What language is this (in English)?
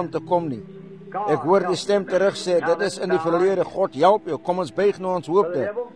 Afrikaans